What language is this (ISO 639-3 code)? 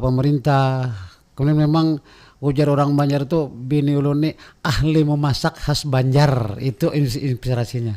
bjn